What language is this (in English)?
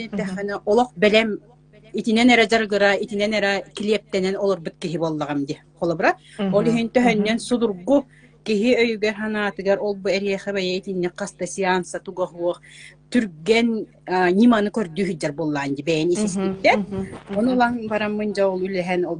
Yakut